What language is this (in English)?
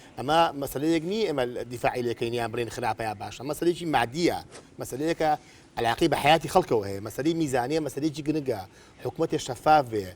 Central Kurdish